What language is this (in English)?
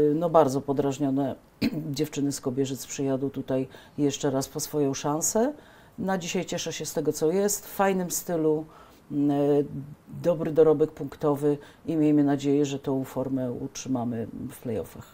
Polish